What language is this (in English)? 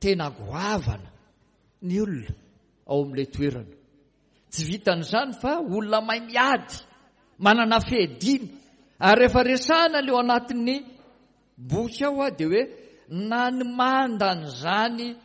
Malagasy